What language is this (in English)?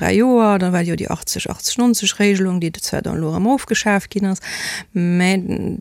Luxembourgish